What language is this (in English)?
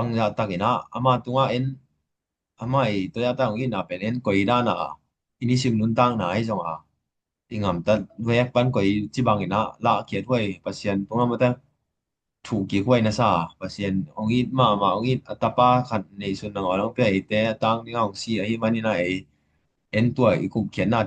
Tedim Chin